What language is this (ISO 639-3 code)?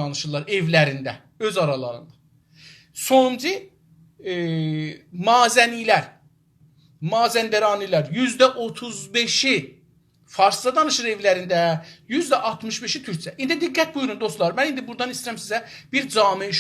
azb